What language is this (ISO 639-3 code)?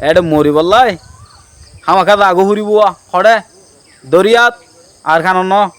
rhg